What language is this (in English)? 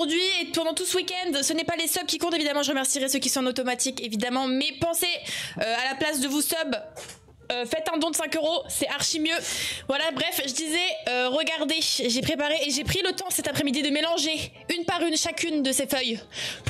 French